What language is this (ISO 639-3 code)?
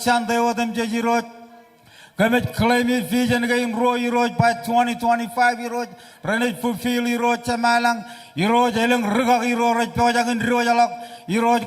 mah